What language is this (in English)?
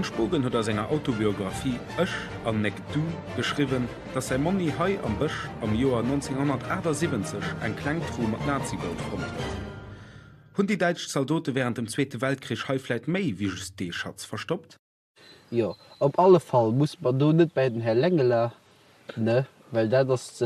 Luxembourgish